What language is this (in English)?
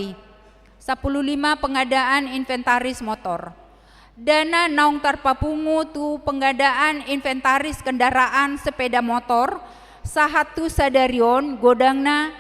Batak Toba